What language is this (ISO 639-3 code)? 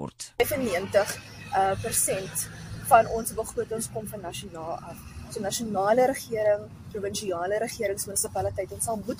afr